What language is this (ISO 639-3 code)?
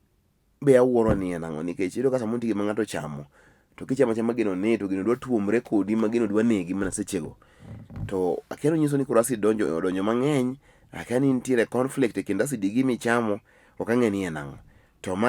luo